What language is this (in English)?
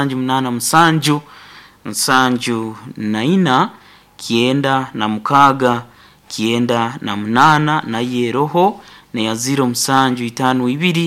Nyoro